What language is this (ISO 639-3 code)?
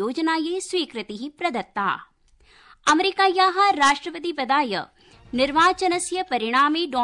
san